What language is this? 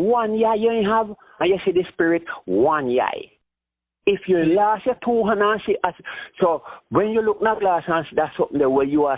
Jamaican Creole English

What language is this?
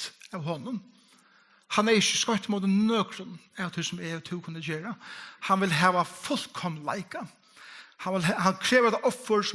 Faroese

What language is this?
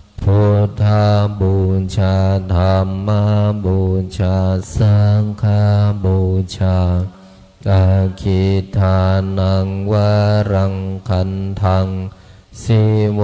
Pali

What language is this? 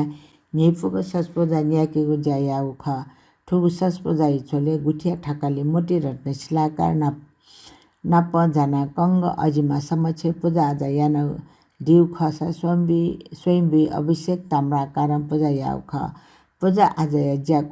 Newari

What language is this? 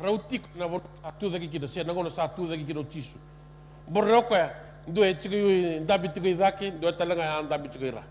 Fijian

